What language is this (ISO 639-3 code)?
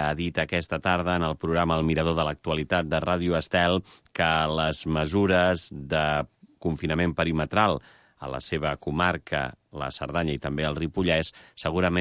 cat